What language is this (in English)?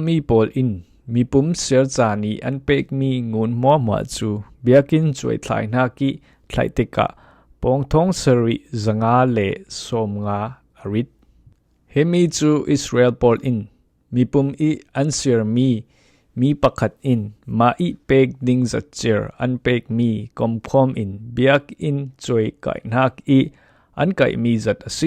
Falam Chin